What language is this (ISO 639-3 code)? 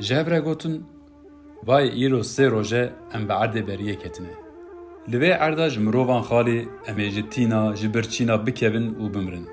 kur